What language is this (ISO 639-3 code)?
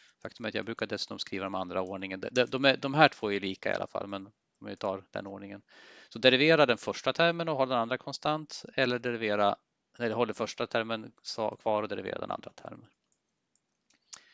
swe